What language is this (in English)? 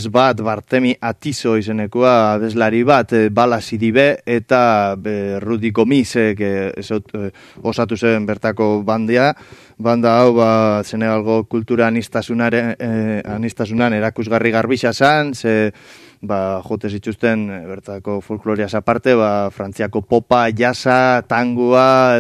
Basque